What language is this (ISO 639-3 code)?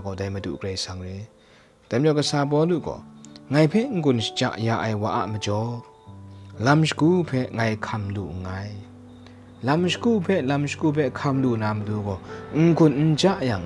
kac